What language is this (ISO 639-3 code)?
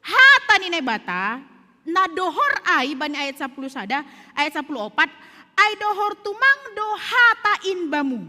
bts